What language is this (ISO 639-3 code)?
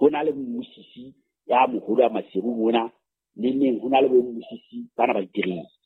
sot